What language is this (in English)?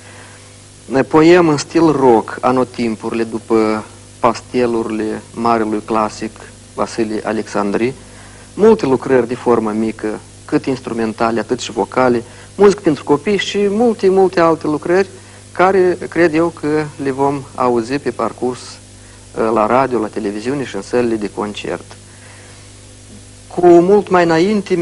Romanian